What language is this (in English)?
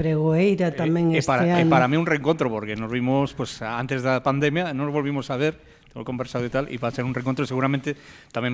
Galician